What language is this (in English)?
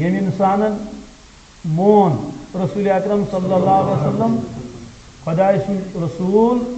Kashmiri